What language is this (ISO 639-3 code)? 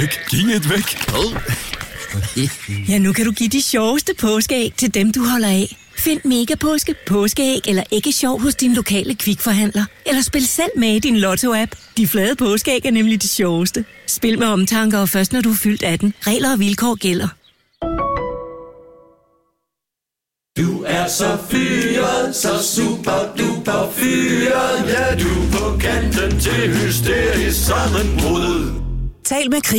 dan